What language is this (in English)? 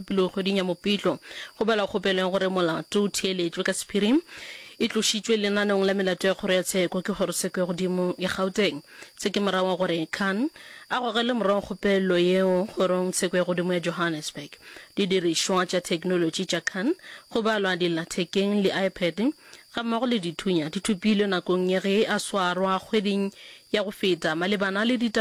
Northern Sotho